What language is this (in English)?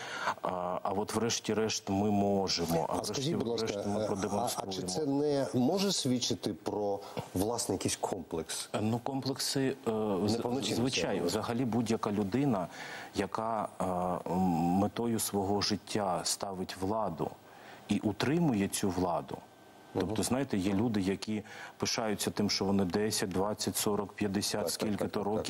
Ukrainian